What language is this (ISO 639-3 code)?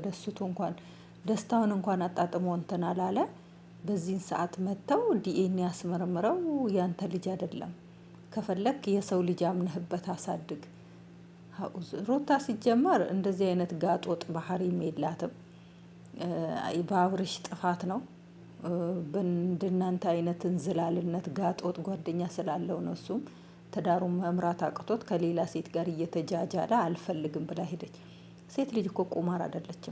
amh